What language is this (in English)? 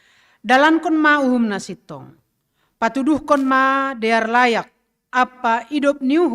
Batak Simalungun